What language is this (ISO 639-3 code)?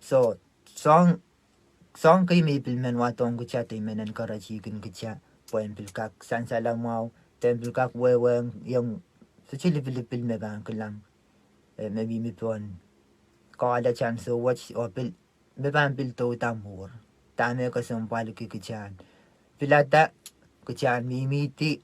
pon